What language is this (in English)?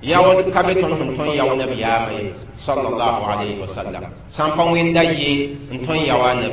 Mossi